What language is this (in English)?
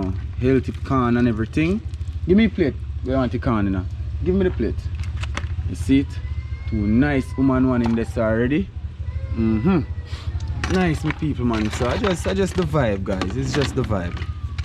Jamaican Creole English